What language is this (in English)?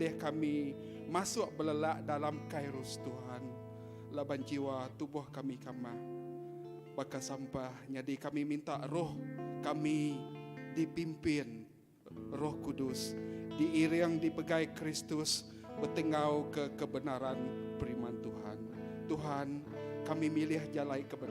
Iban